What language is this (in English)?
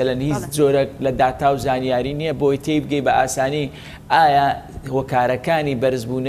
Central Kurdish